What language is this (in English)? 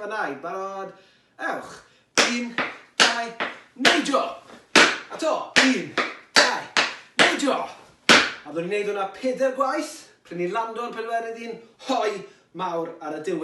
Welsh